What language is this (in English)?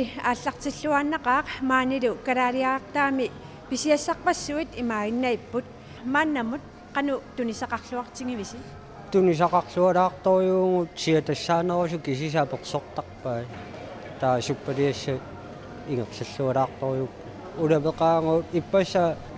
Kalaallisut